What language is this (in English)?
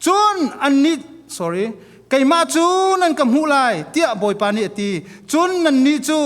Hakha Chin